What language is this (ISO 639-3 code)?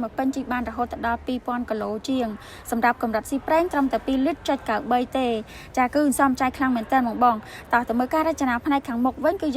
khm